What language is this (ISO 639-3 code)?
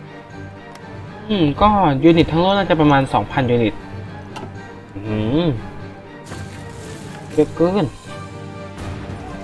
tha